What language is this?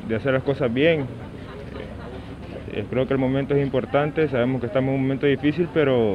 Spanish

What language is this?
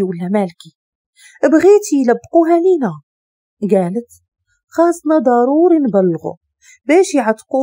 Moroccan Arabic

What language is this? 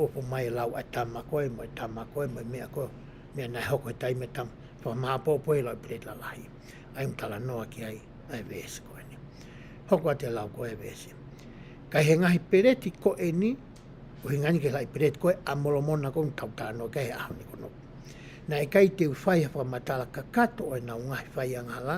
Tongan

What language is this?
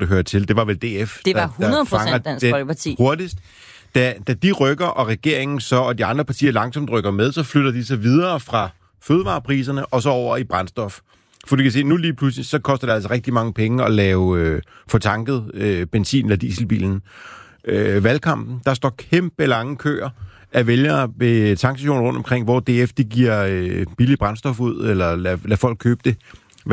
Danish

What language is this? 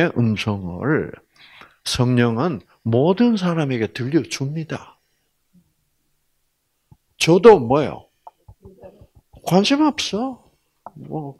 Korean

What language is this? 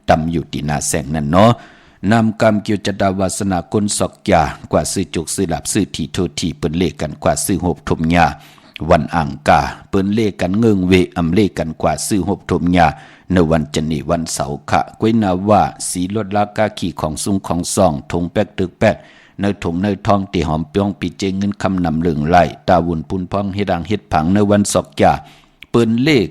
Shan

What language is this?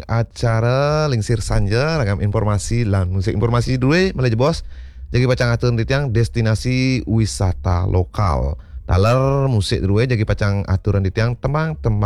Balinese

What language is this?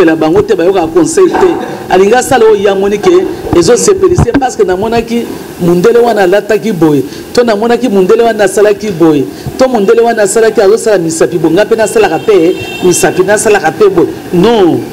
Lingala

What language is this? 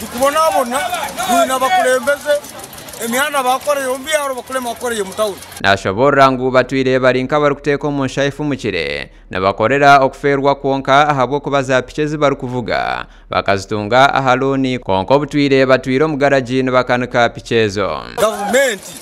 Nyankole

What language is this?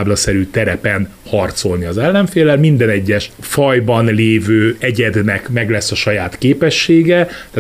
Hungarian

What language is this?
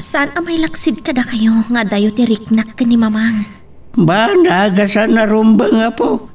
Iloko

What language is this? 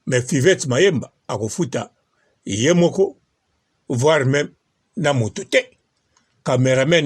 Lingala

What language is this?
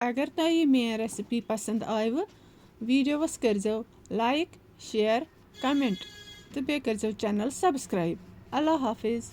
Kashmiri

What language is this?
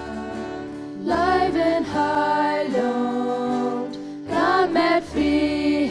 Plautdietsch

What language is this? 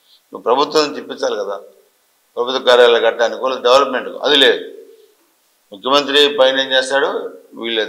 Telugu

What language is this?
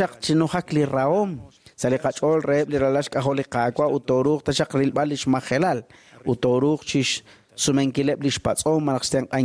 Kekchí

